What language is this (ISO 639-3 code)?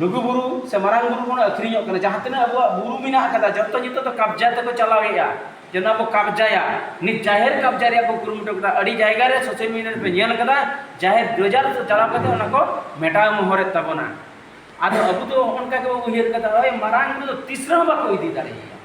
sat